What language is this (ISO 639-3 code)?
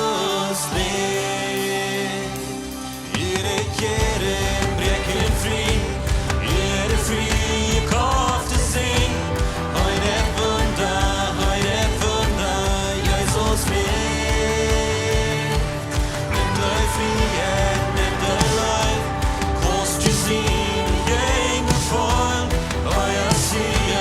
pdt